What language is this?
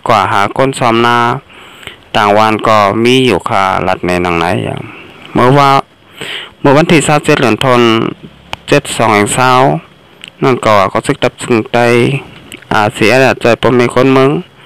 Shan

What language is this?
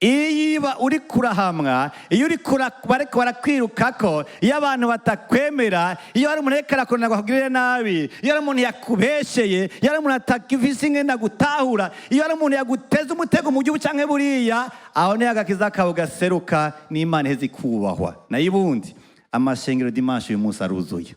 Rundi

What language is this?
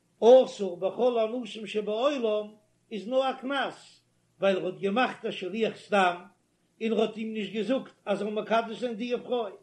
Yiddish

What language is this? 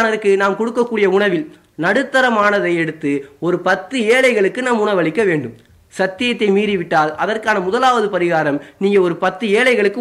Tamil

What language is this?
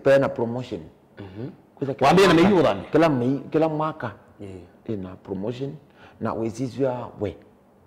Kamba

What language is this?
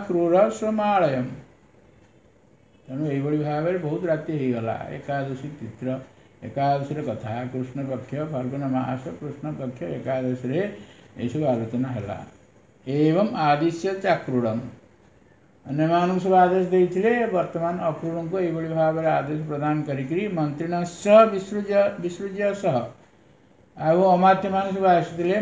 Odia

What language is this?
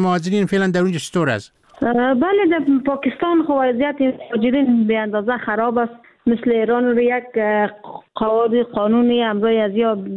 Persian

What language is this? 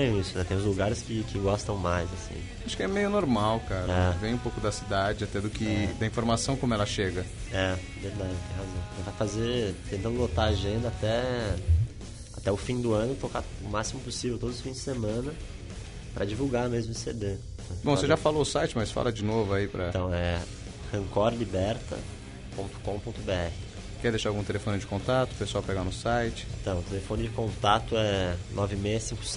Portuguese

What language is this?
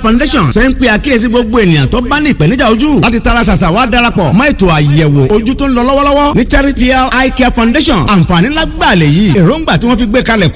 Yoruba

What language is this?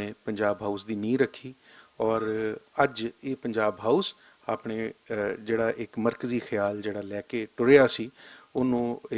Western Panjabi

